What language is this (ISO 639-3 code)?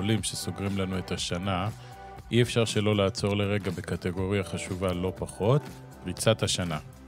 heb